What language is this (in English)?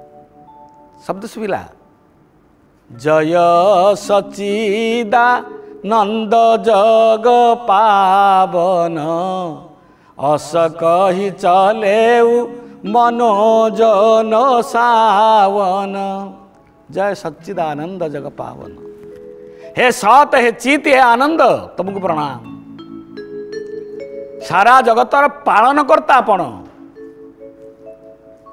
Odia